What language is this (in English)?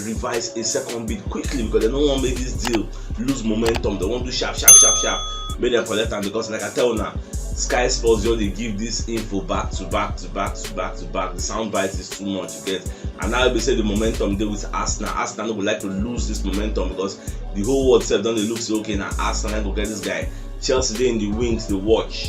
Nigerian Pidgin